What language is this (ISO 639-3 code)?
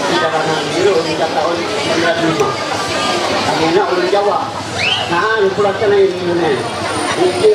mhy